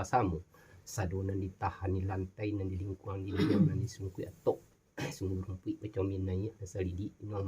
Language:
Minangkabau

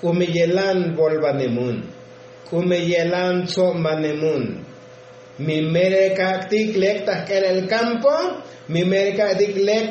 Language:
Tzotzil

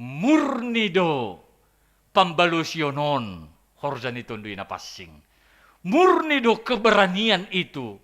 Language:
Batak Simalungun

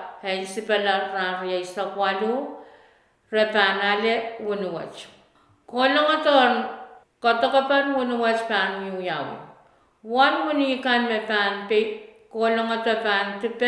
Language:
Pohnpeian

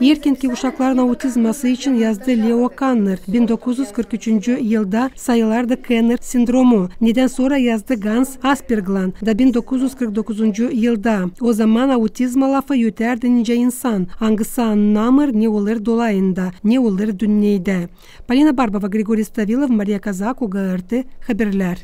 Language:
Gagauz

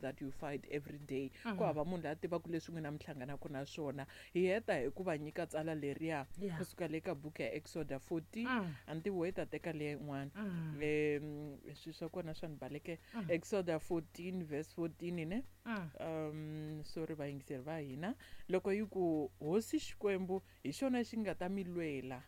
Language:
Tsonga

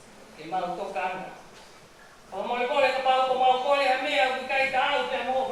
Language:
Tongan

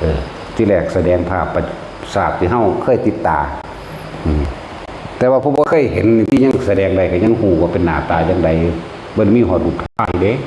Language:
Lao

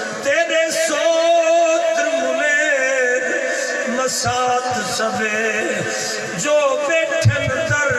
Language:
Saraiki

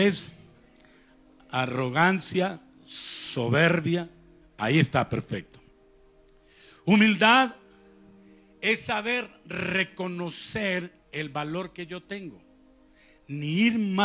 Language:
Spanish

